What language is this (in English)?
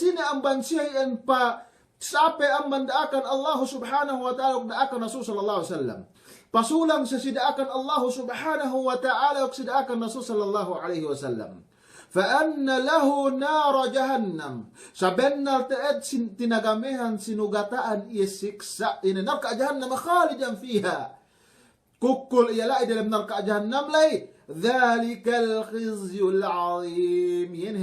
Yakan